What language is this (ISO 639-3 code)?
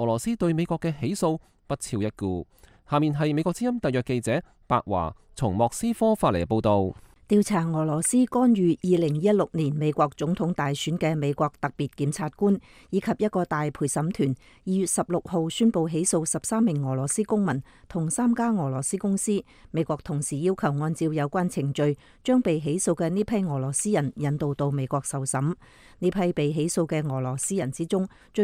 yue